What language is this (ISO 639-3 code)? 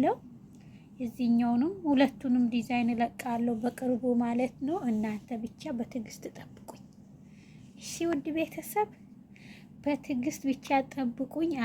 amh